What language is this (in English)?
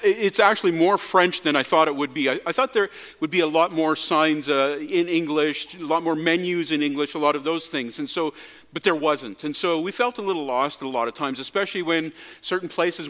English